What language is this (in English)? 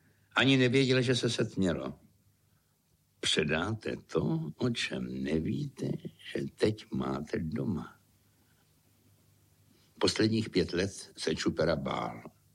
Czech